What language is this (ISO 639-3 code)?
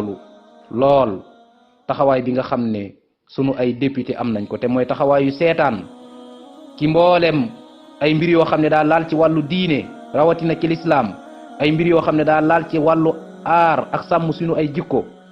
wol